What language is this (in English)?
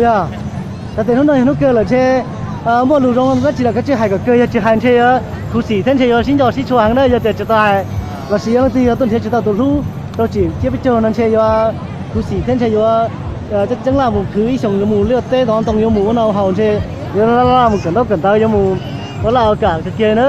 Hmong